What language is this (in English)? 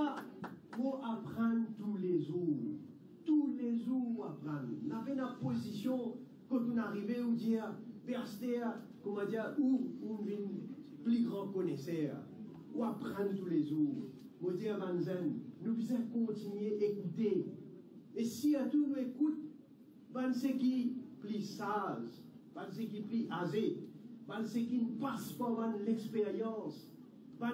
Morisyen